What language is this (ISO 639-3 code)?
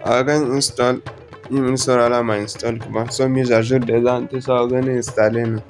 dje